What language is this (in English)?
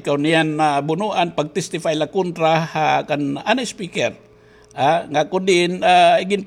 Waray